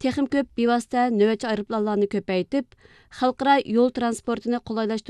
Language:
Uyghur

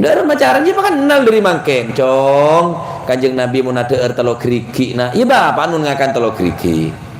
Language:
Madurese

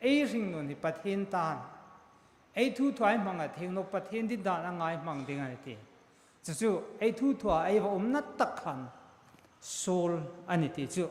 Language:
Hmar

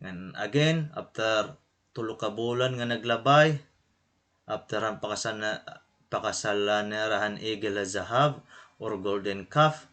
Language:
Waray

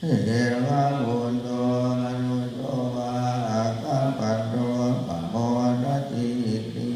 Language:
Pali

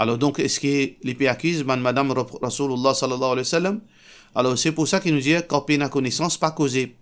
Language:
Morisyen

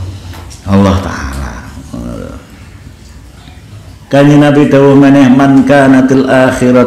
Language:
Javanese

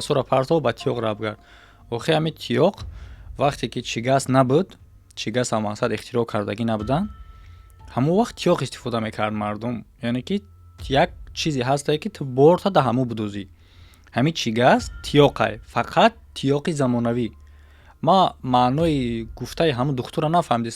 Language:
Tajik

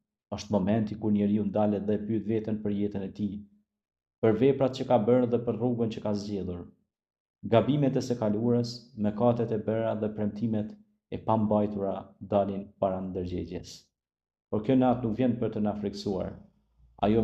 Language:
Albanian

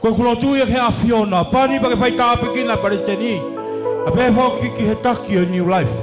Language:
Tongan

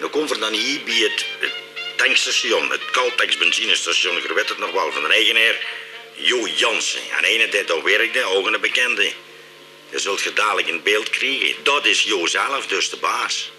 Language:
Limburgish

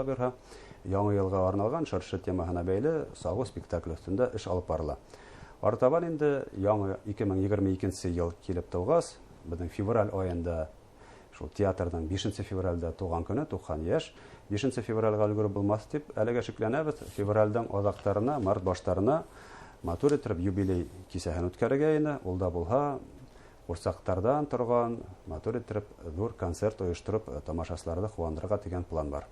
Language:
Bashkir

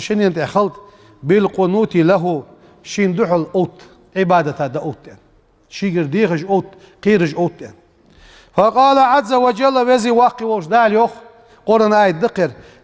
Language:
Ingush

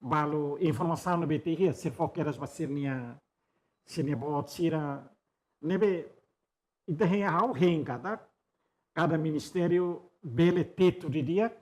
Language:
Tetum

